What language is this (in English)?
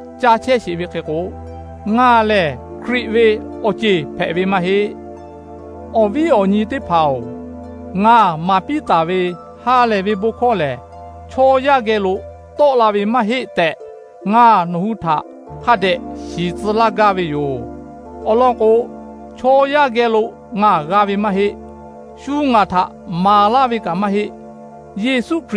Lahu